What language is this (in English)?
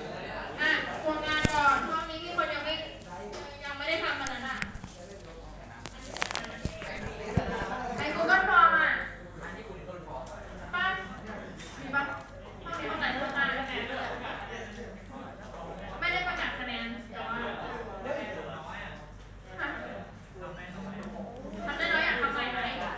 Thai